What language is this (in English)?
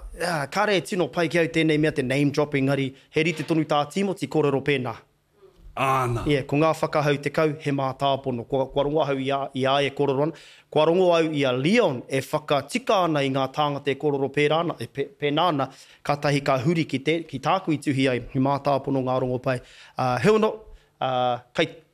Māori